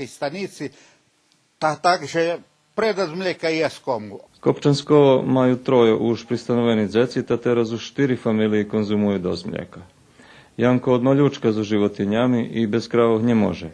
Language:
Rusyn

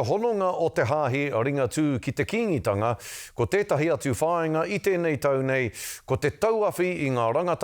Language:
Māori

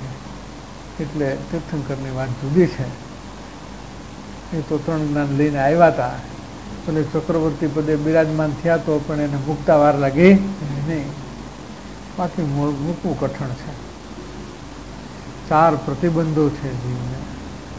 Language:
Gujarati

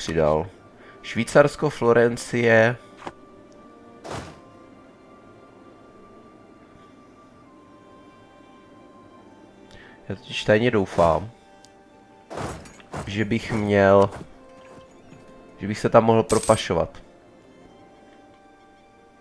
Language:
Czech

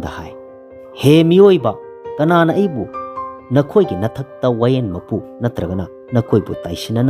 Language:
Manipuri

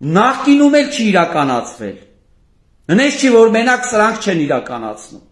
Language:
Armenian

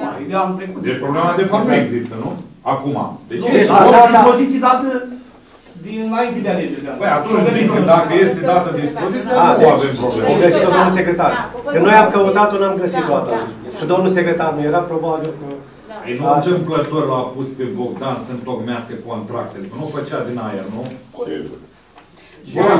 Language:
Romanian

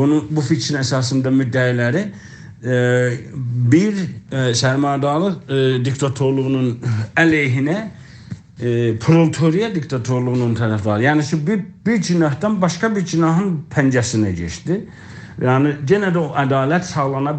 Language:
South Azerbaijani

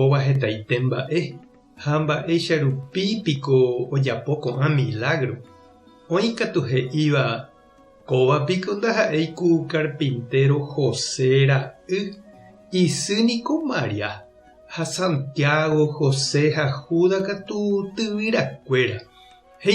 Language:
Guarani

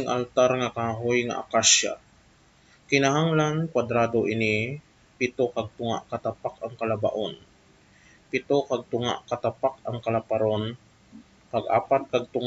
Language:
Hiligaynon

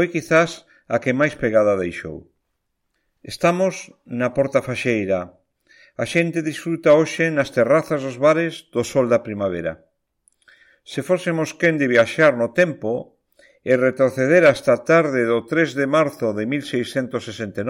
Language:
Galician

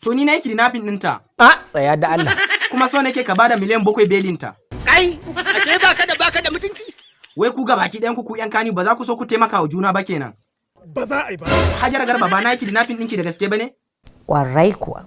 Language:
Hausa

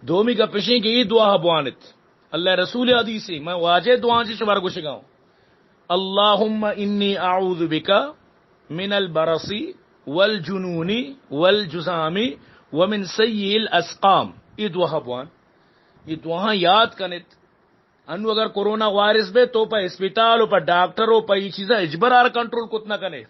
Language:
Baluchi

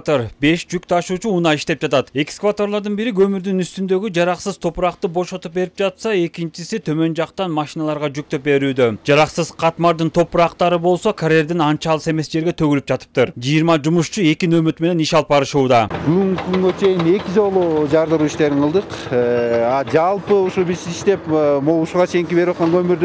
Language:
Kyrgyz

